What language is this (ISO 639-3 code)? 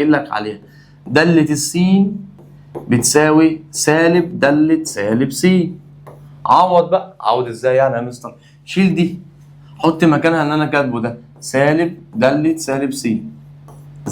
arz